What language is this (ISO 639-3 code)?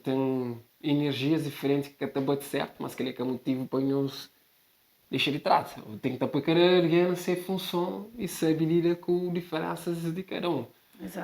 kea